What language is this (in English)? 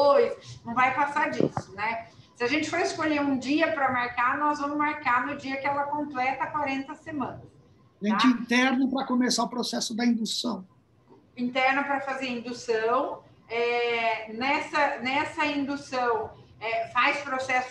Portuguese